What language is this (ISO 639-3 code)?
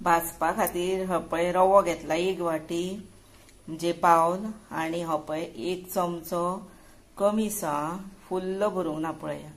kok